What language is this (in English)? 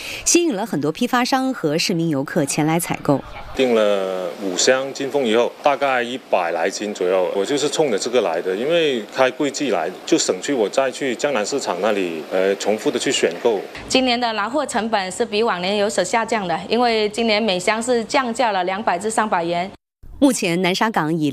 Chinese